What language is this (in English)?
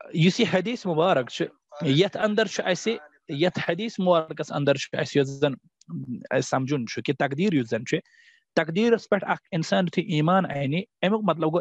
Kashmiri